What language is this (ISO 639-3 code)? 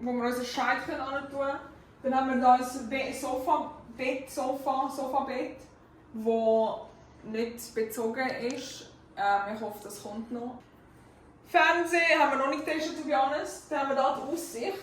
gsw